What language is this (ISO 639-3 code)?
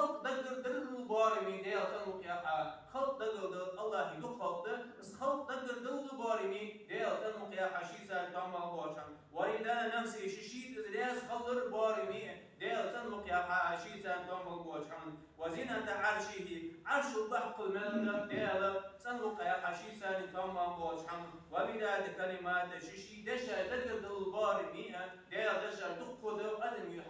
inh